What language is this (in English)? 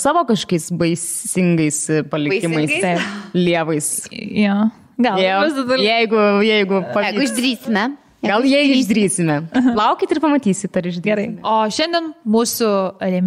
Lithuanian